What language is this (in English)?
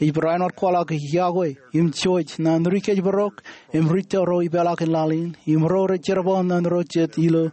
Marshallese